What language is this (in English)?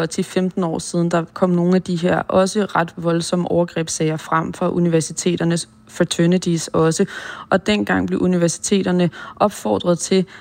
Danish